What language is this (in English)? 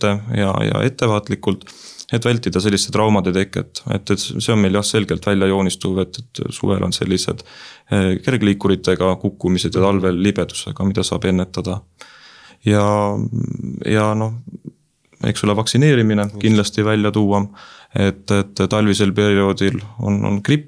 Estonian